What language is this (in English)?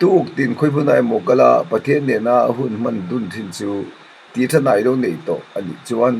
Mizo